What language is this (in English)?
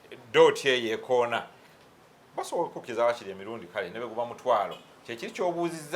Ganda